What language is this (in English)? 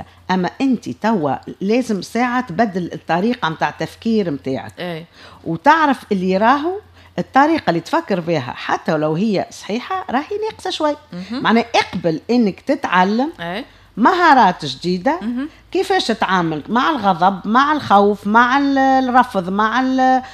Tunisian Arabic